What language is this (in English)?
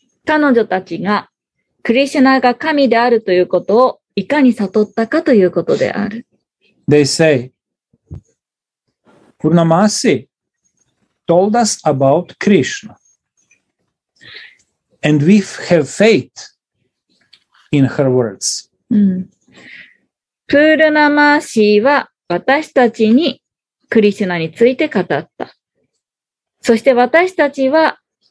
Japanese